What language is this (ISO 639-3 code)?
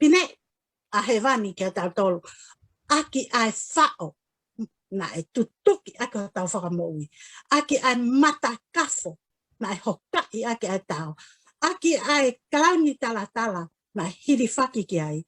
ton